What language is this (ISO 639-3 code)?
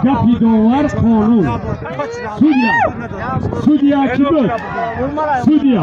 tgk